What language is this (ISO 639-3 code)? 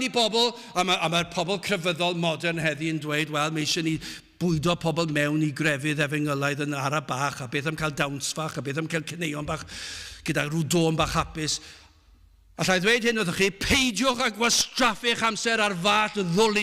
cym